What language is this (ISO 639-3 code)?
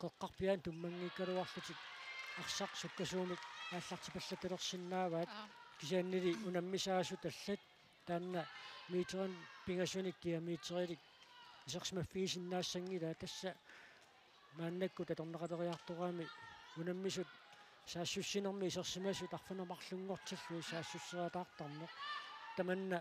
kal